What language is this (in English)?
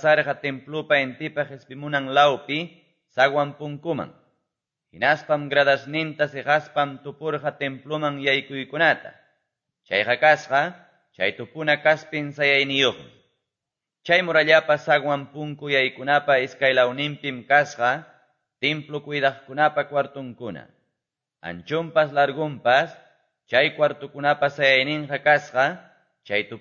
Quechua